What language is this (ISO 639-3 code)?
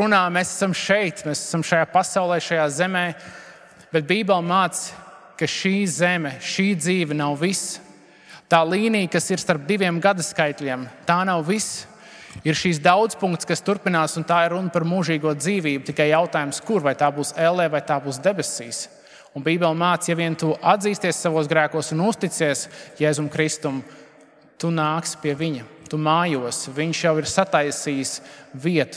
lav